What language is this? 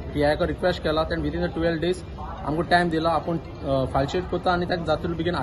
Konkani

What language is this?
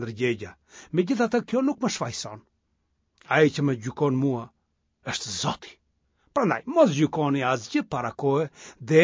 Albanian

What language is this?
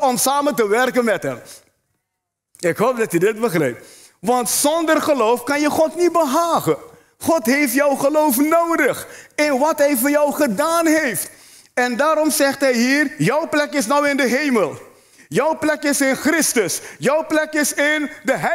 Dutch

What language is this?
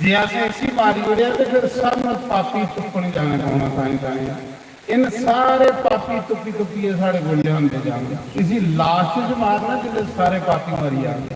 Dogri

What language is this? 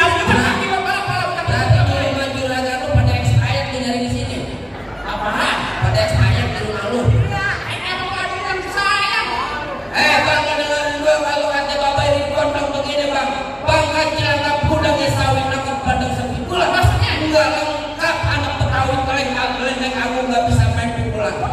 Betawi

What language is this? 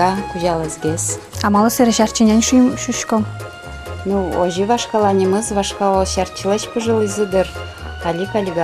Udmurt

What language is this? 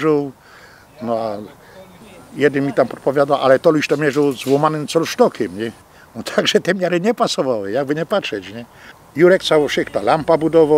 Silesian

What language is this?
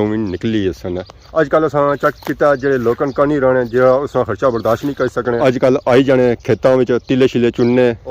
Pahari-Potwari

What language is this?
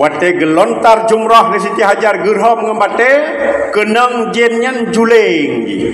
Achinese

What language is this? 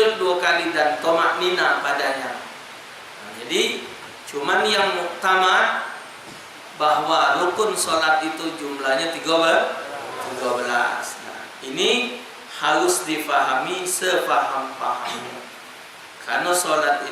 Musi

